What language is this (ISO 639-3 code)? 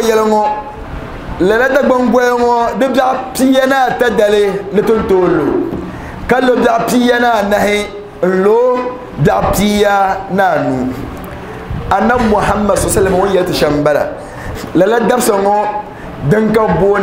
dag